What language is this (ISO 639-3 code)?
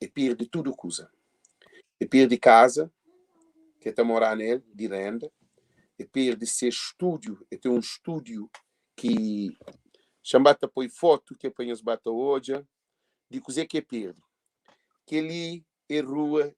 kea